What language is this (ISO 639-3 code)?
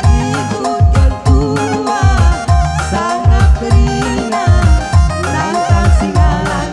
btx